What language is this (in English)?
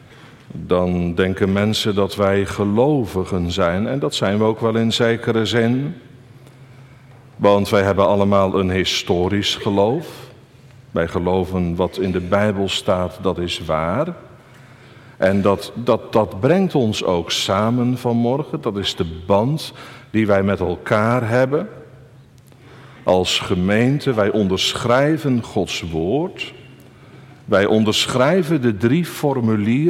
Dutch